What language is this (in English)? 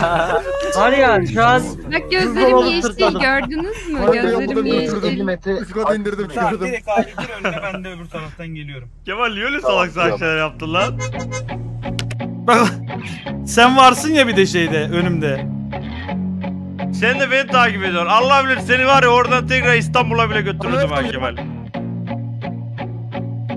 Turkish